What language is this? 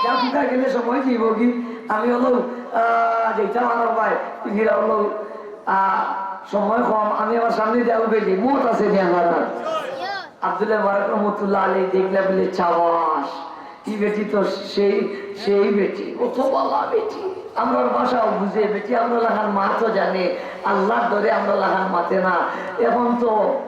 Sylheti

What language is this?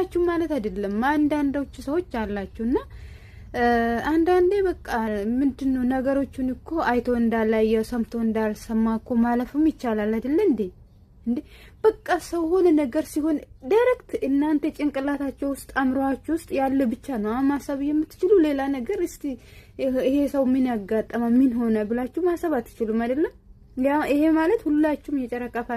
Amharic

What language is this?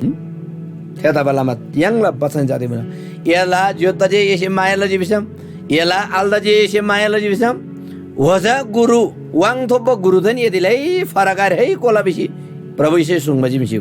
Eastern Tamang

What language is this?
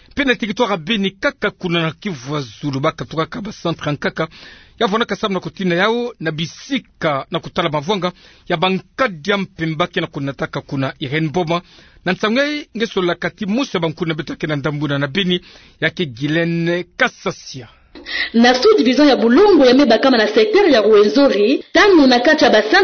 Kituba (Democratic Republic of Congo)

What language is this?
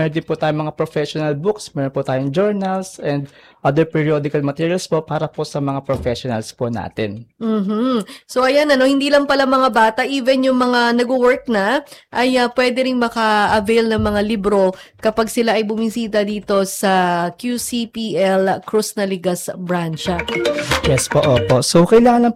Filipino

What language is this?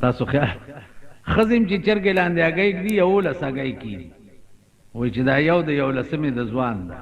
Pashto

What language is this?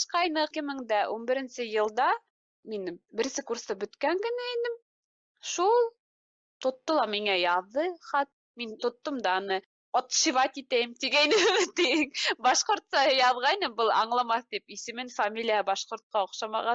Bashkir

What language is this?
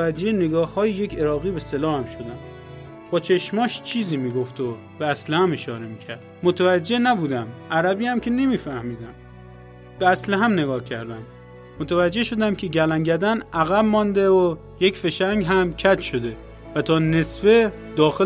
Persian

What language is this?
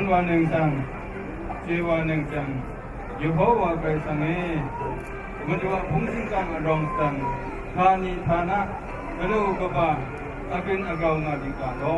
Kachin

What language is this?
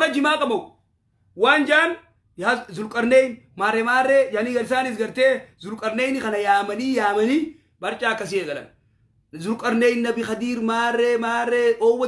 Oromo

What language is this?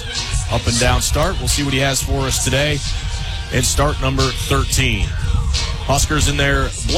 English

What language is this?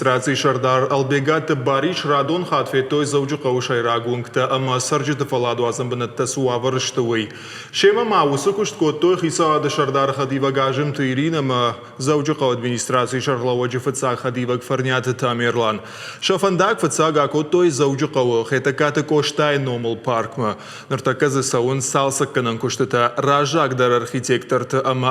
Ossetic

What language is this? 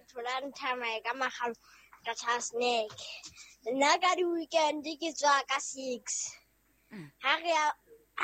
Southern Sotho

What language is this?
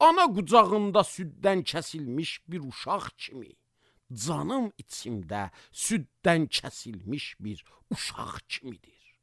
Azerbaijani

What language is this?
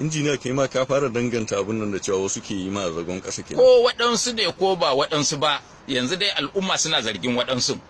Hausa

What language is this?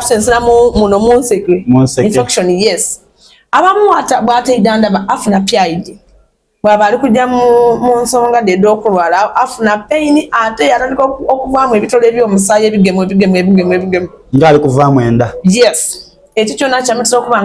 Soga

